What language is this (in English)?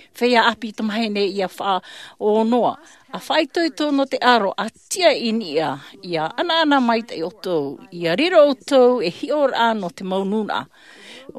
Tahitian